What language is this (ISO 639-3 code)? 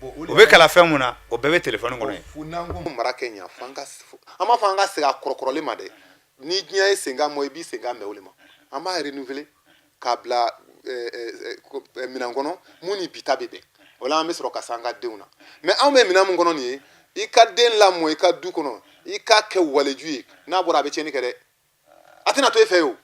bam